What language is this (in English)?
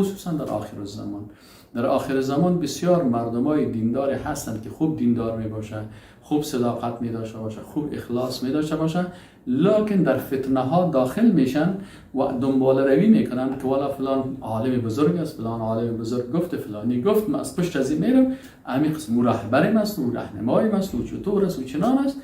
Persian